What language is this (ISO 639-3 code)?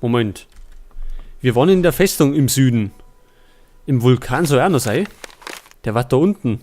bar